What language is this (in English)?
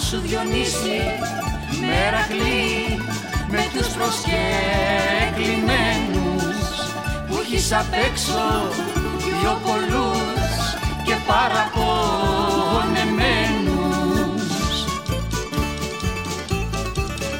Greek